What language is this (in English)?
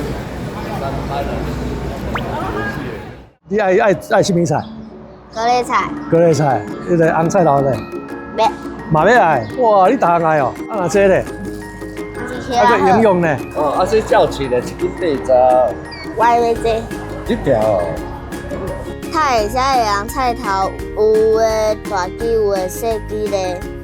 Min Nan Chinese